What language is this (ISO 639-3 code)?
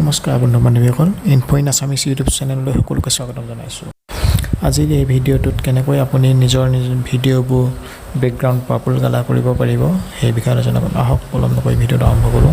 asm